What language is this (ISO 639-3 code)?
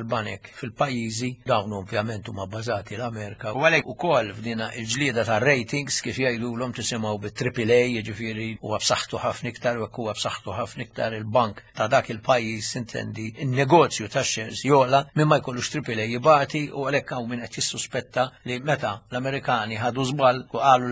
mlt